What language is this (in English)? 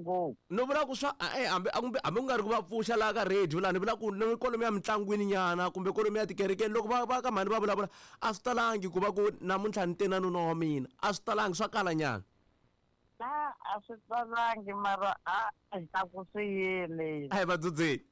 Tsonga